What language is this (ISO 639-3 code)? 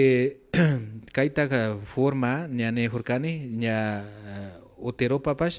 qvi